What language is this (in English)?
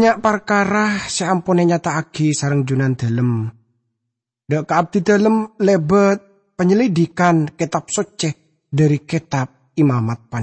Madurese